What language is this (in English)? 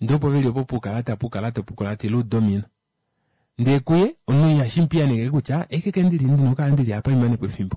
Kuanyama